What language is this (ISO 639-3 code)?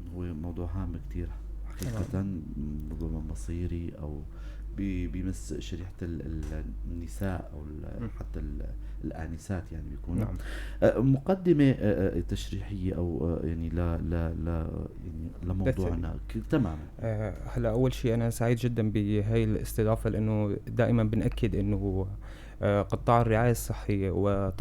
apc